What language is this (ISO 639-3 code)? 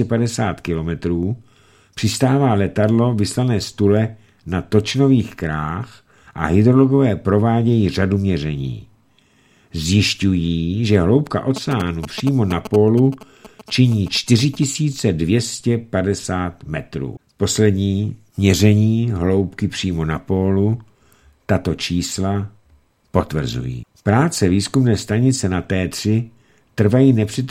ces